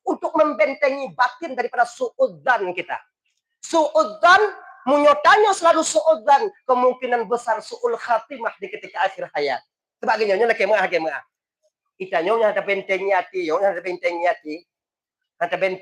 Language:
Achinese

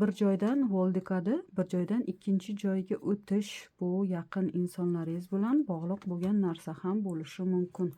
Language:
Uzbek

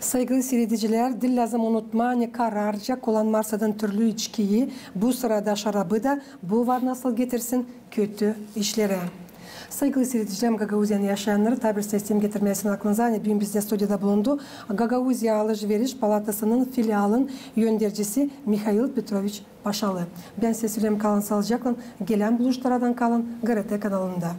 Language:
Gagauz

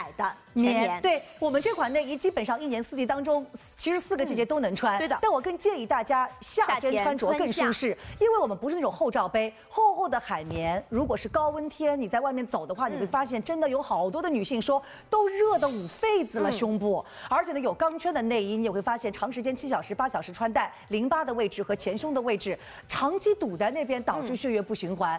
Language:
Chinese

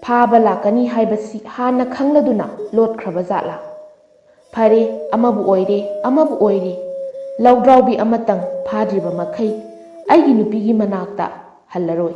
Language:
Manipuri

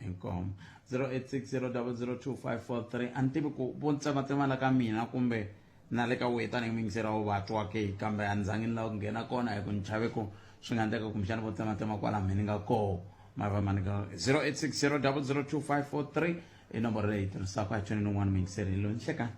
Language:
Tsonga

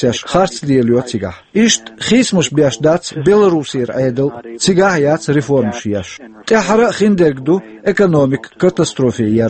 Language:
Chechen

